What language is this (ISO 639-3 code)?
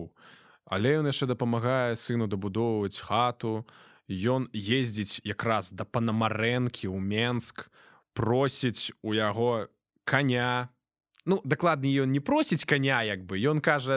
bel